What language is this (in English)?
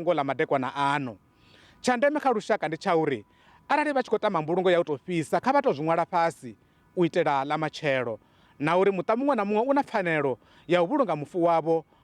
Venda